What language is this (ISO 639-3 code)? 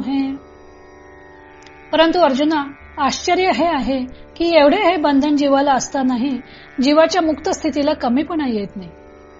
mar